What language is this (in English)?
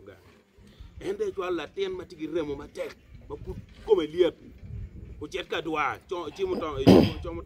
Acoli